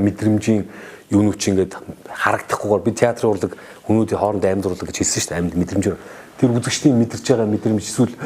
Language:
Mongolian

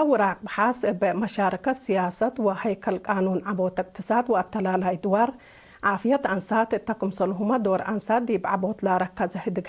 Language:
Tigre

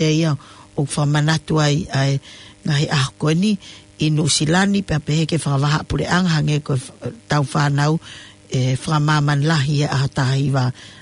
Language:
Tongan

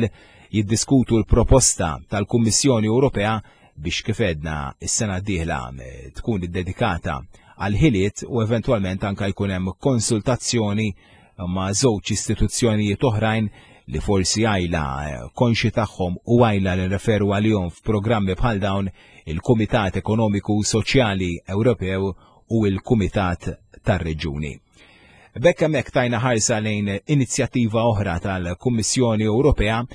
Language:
Maltese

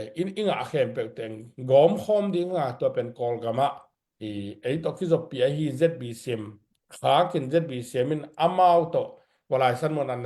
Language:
Tedim Chin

